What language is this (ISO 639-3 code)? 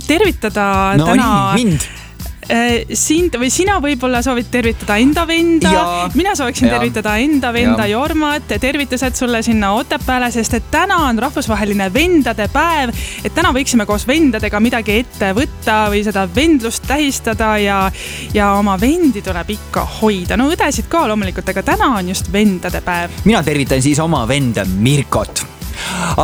est